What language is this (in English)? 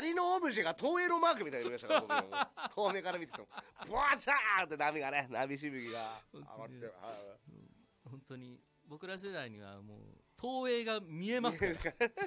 Japanese